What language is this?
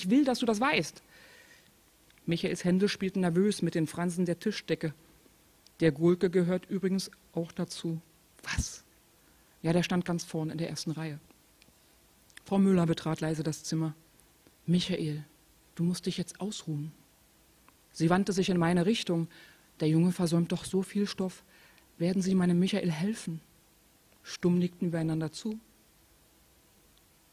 German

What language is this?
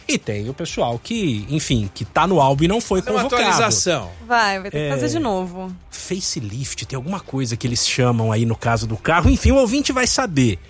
Portuguese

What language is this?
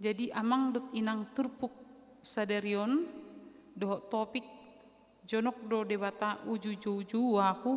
Batak Toba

